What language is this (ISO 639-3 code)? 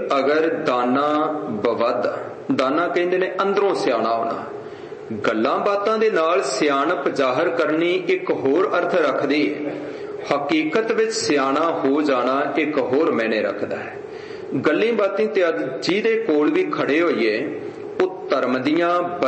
pan